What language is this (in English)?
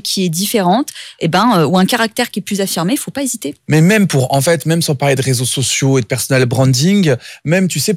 French